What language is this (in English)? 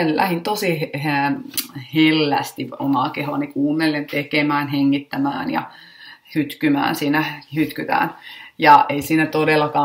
Finnish